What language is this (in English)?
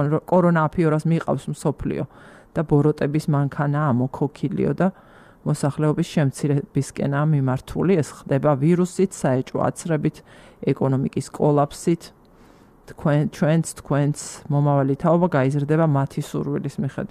Georgian